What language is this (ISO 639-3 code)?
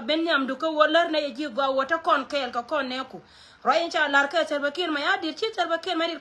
nus